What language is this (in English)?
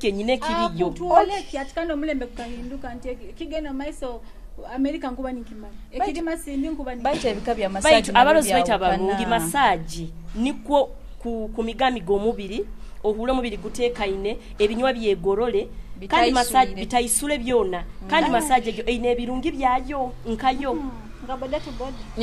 Nyoro